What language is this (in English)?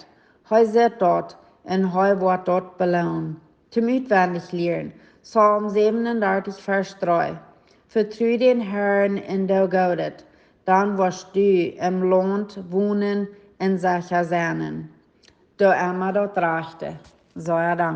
Plautdietsch